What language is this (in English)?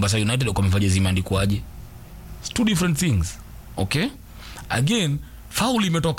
Swahili